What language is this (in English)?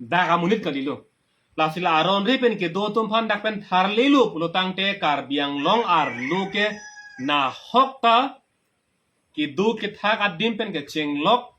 Karbi